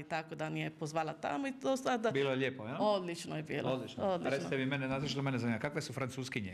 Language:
Croatian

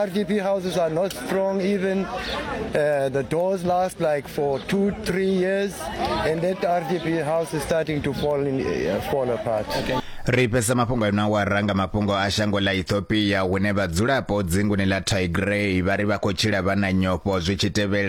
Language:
Venda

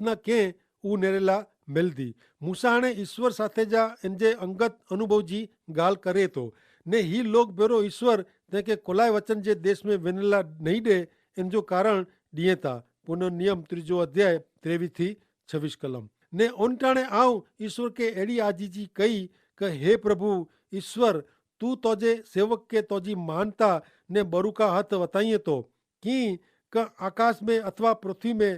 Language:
Kachhi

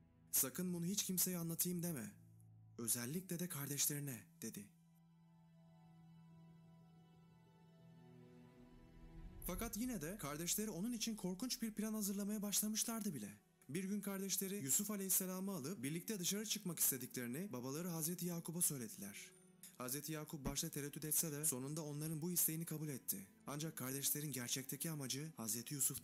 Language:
Turkish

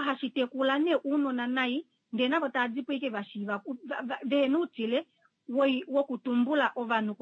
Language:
Kuanyama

